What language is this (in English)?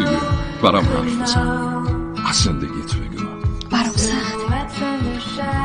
Persian